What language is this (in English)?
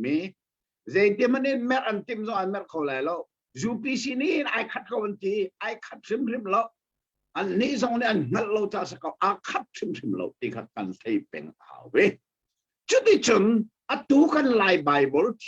Hakha Chin